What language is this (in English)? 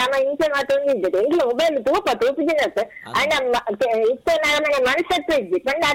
Tulu